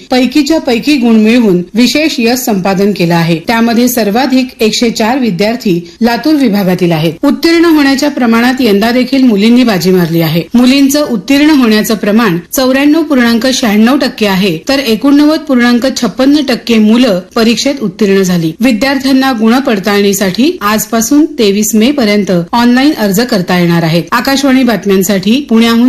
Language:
Marathi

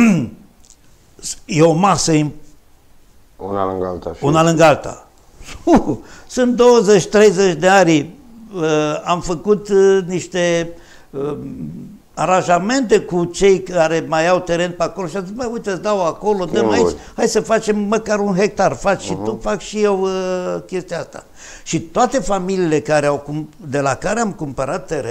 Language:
Romanian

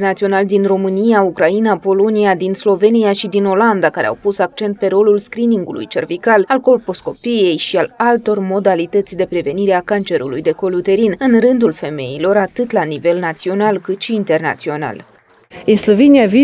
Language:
Romanian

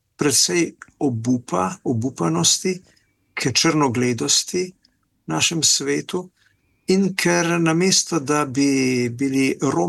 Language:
Slovenian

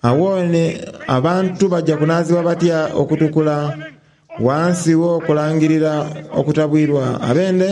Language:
Soga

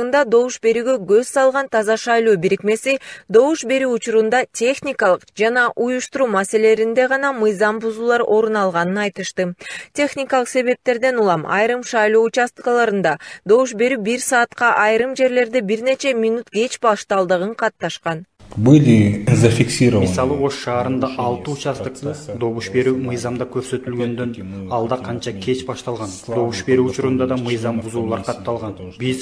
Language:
Kyrgyz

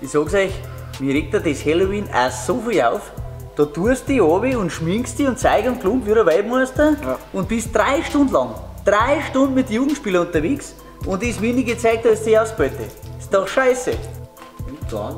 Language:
Bavarian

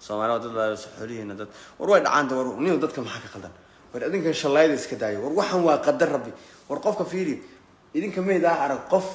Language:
Somali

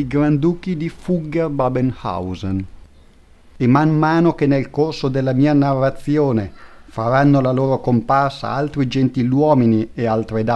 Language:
Italian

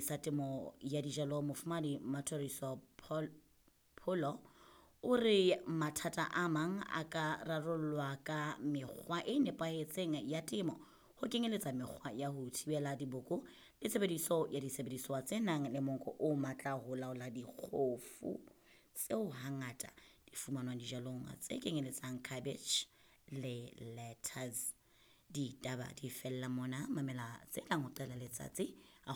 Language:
Southern Sotho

